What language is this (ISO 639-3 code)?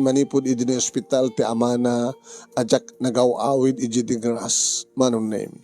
ilo